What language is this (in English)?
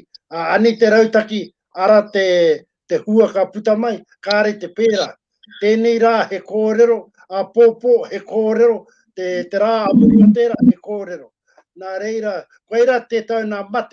Māori